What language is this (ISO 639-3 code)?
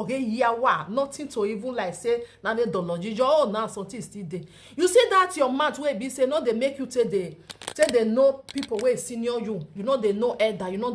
pcm